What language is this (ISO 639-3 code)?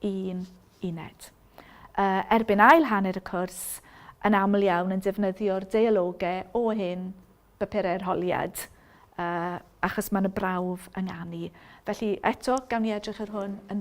cym